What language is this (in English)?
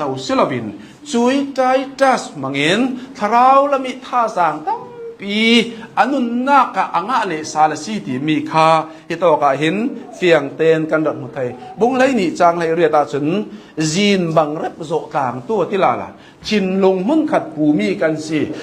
Hakha Chin